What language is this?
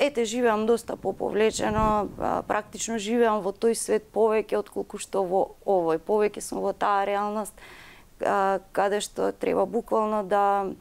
Macedonian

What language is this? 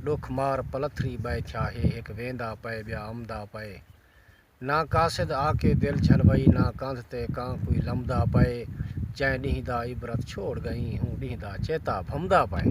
Saraiki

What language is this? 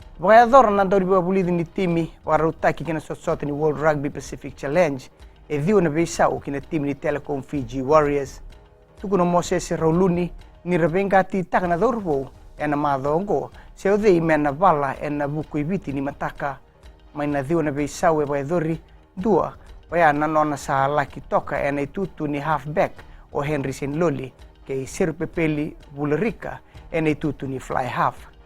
Fijian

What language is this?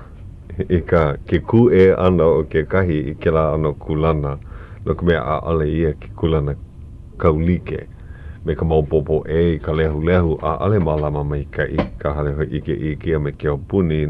Hawaiian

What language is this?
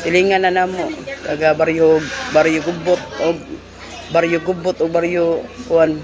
Cebuano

